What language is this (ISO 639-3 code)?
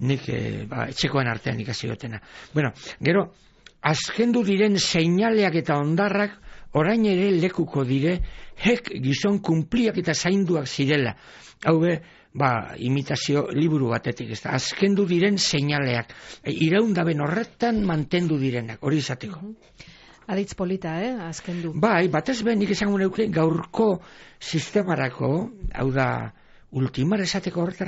eus